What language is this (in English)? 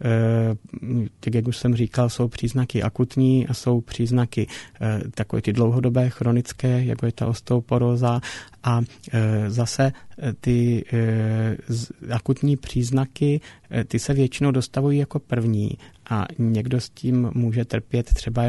Czech